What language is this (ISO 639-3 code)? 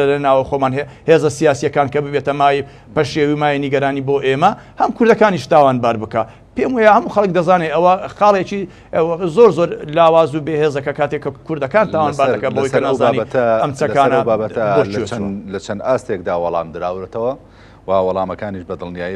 ckb